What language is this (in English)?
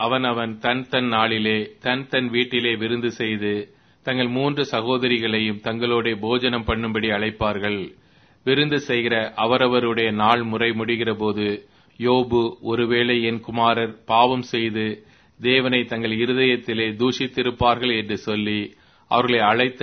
Tamil